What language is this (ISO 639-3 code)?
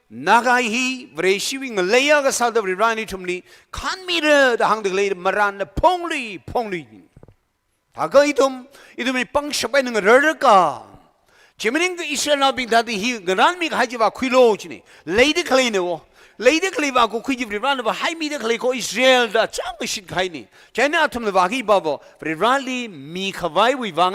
nmf